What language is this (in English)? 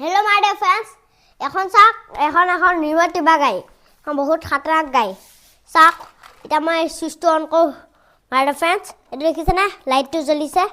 Assamese